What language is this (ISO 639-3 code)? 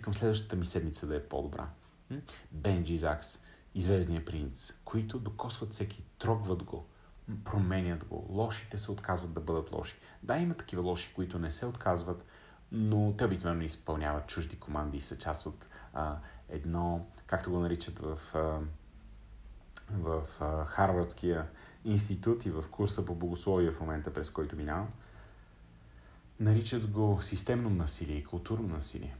bul